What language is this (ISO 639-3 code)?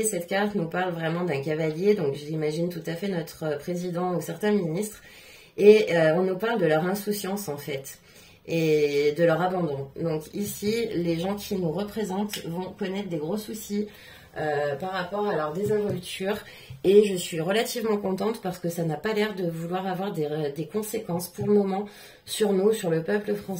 fra